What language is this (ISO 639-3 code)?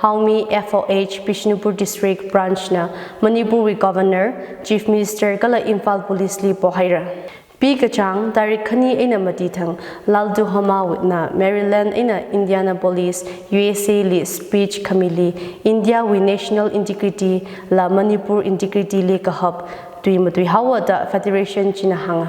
nmf